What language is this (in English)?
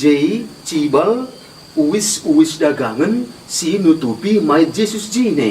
Batak Karo